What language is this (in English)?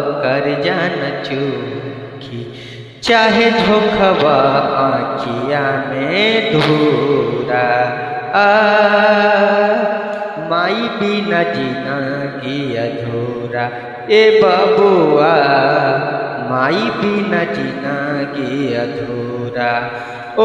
Bhojpuri